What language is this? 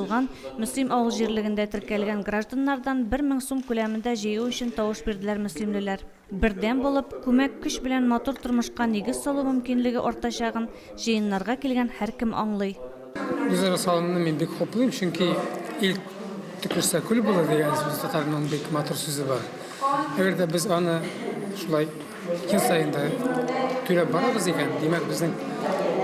Tatar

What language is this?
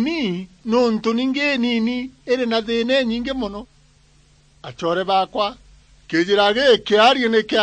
Meru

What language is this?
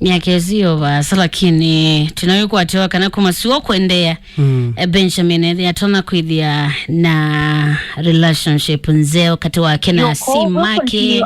Kamba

